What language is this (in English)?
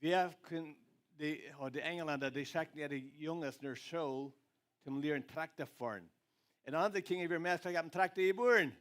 Plautdietsch